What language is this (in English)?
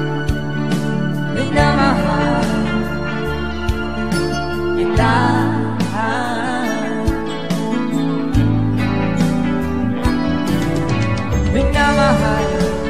Filipino